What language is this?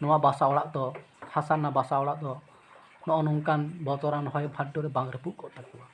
Santali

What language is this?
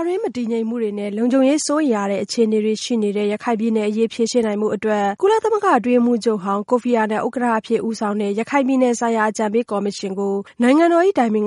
Burmese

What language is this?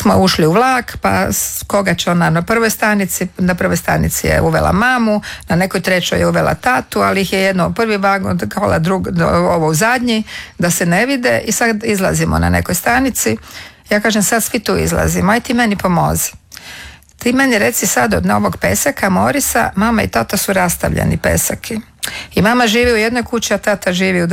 Croatian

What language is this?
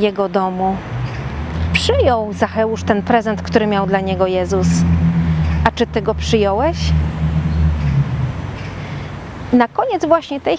Polish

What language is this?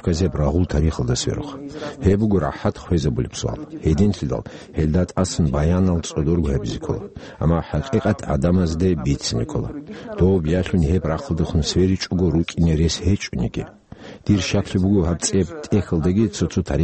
Avaric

